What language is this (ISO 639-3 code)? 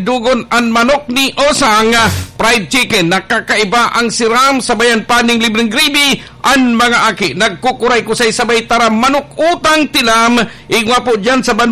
bik